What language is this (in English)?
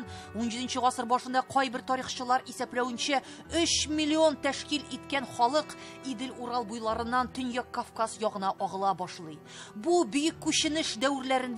Tatar